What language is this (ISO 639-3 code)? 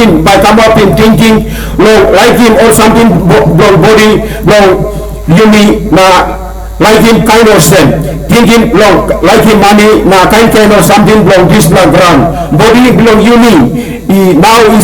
tpi